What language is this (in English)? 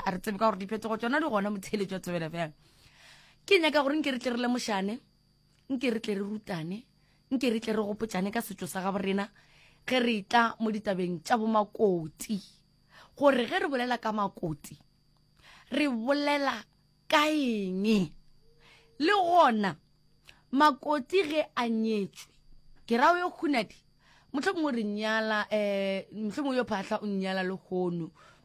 Northern Sotho